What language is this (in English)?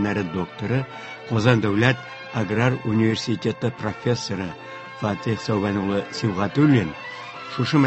Tatar